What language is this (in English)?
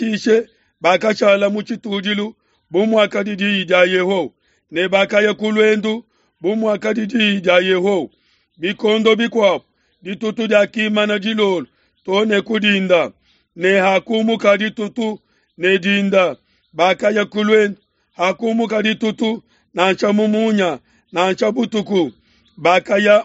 Luba-Lulua